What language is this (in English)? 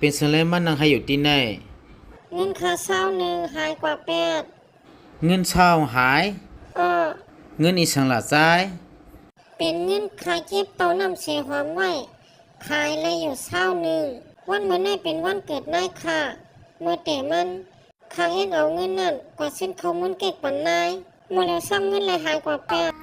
Shan